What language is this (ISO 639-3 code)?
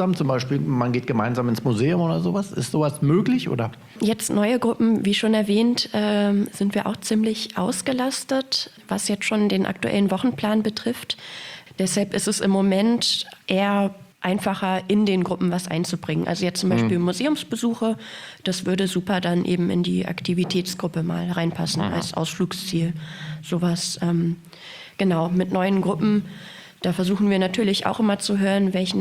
deu